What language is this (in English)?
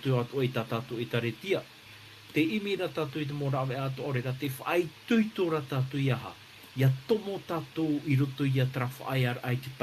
Tahitian